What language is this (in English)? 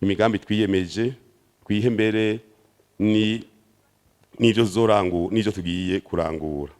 Rundi